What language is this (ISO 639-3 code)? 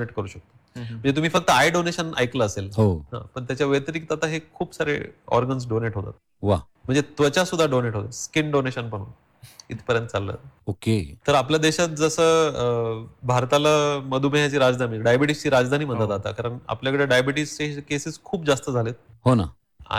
mar